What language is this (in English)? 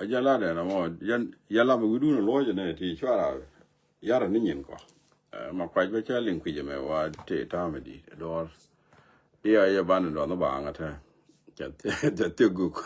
Nuer